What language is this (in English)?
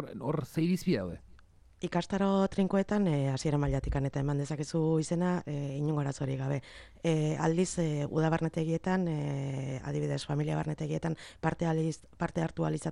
Basque